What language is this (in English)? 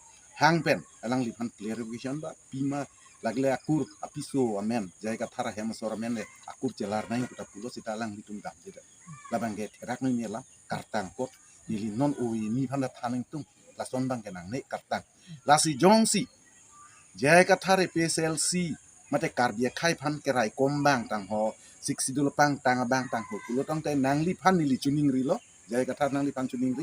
Karbi